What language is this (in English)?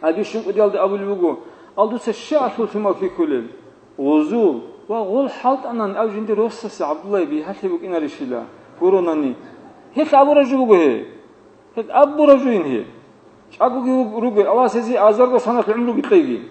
Avaric